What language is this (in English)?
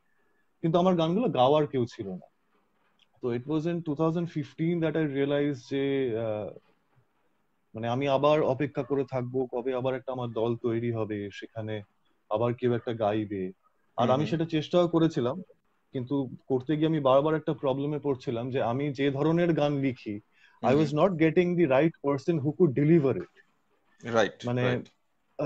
Bangla